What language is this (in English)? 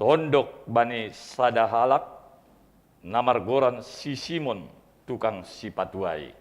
Batak Simalungun